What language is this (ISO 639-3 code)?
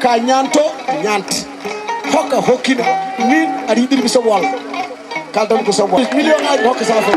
ful